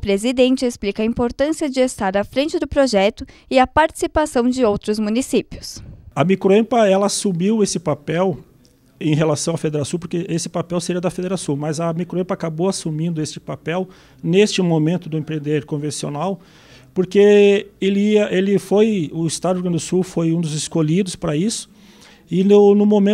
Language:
Portuguese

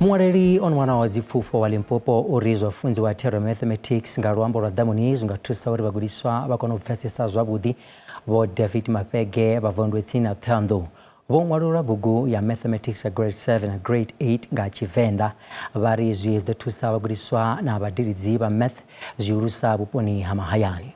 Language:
Venda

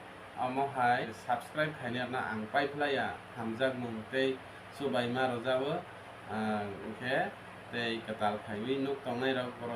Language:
Kok Borok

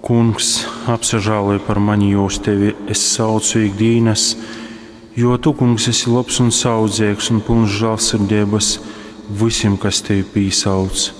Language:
Latgalian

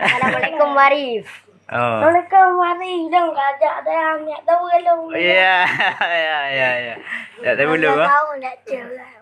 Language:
Achinese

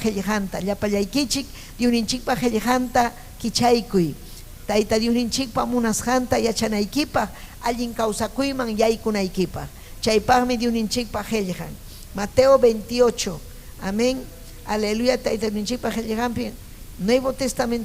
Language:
Ayacucho Quechua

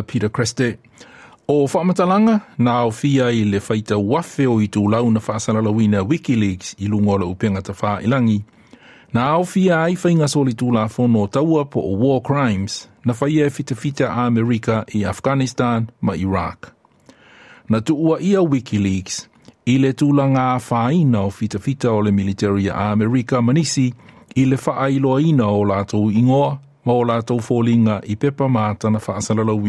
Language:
Samoan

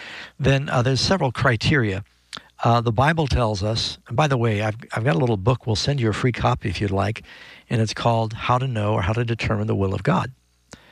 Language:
English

